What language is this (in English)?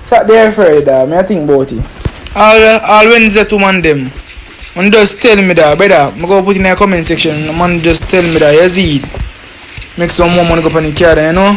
Jamaican Creole English